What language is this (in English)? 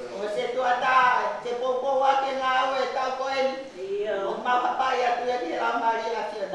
Tongan